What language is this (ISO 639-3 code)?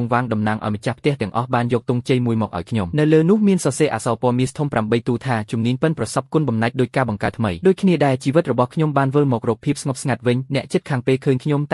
khm